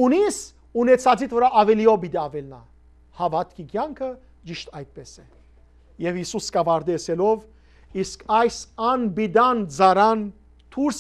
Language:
Western Armenian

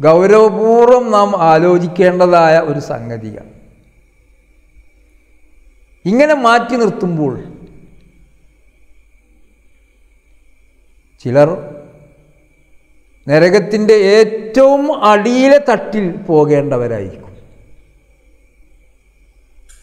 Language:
Malayalam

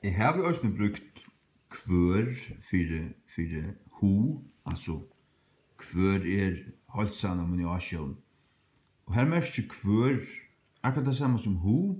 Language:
Faroese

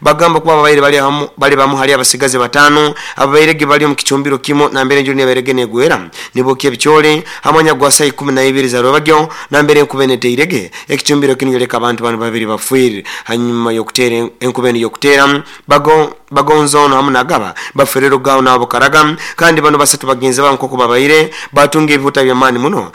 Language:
Nyoro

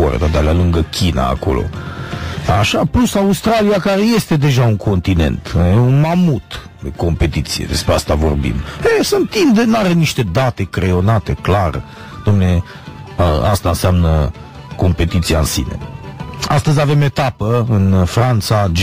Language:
Romanian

